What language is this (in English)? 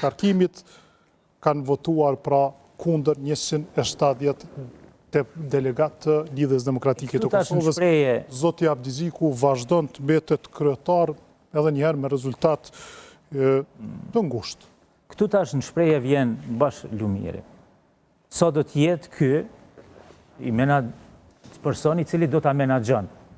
Albanian